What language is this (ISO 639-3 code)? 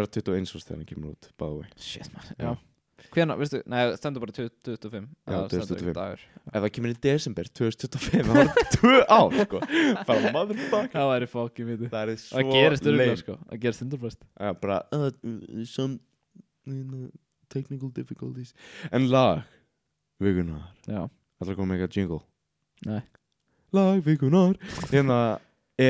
isl